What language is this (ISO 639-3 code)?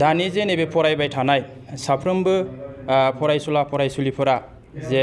brx